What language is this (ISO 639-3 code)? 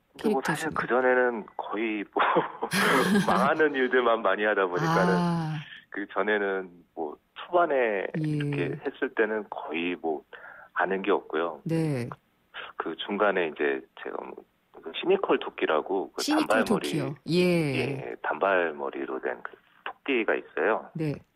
kor